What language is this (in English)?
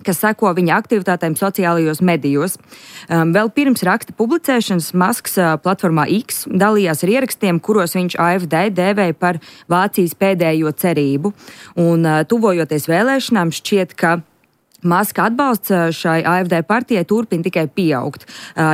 Latvian